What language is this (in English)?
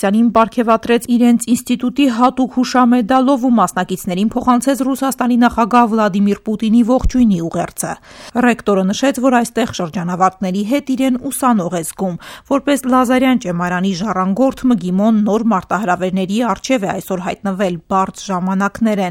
Armenian